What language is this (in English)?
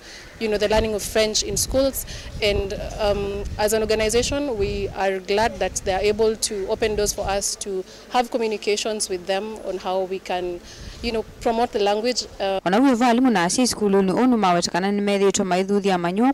Kamba